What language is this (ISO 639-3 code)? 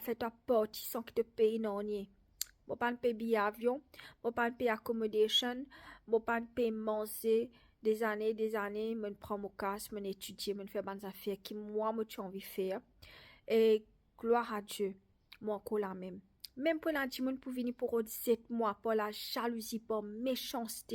mfe